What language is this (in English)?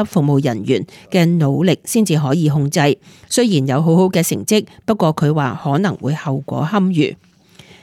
Cantonese